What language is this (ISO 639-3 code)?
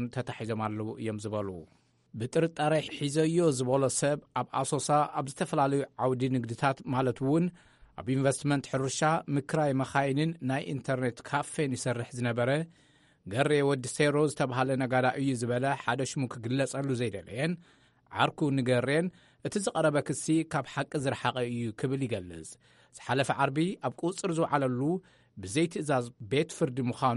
tir